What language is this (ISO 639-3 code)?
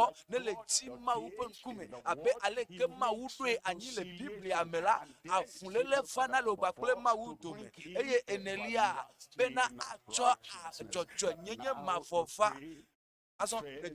ewe